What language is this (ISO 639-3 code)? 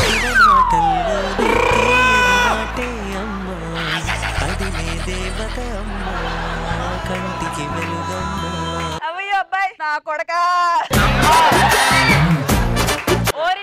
tel